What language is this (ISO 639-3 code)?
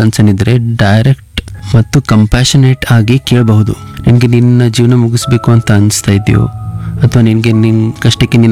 kan